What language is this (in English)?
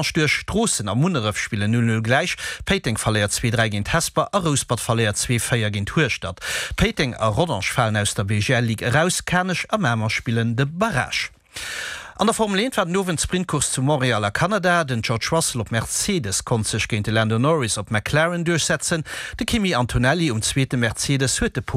Luxembourgish